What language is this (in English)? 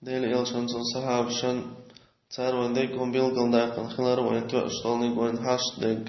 Chechen